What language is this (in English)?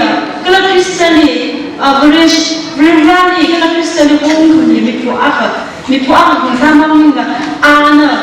Tangkhul Naga (India)